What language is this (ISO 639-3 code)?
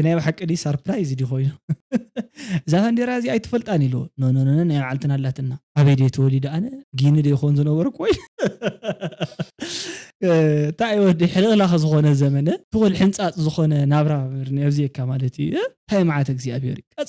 tir